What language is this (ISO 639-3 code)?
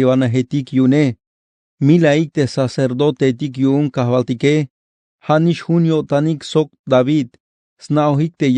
tzh